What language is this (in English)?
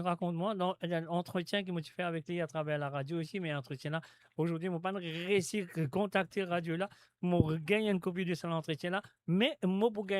Morisyen